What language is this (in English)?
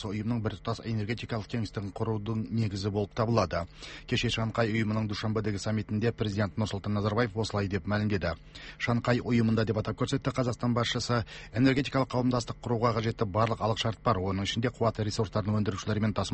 Kazakh